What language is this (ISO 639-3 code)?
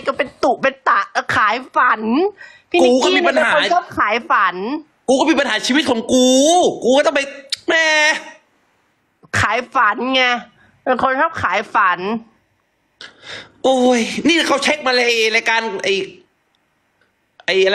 tha